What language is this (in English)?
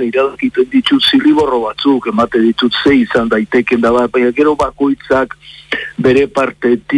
Basque